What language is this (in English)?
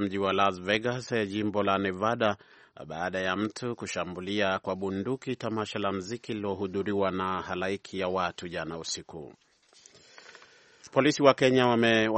Swahili